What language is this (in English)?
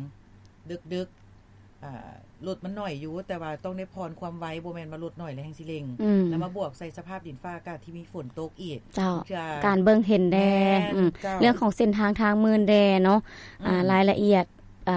Lao